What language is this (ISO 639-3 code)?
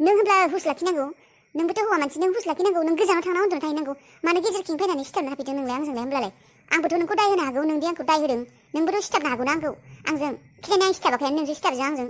brx